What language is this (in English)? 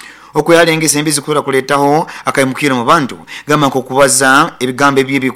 Nyoro